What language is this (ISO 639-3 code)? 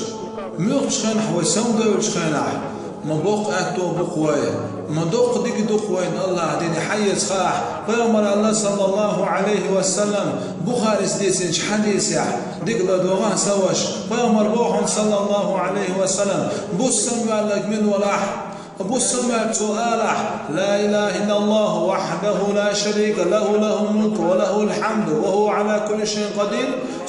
che